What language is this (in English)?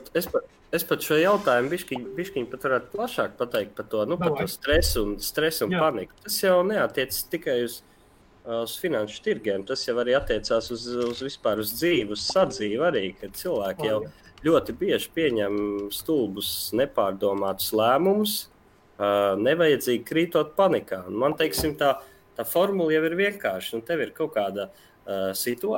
Latvian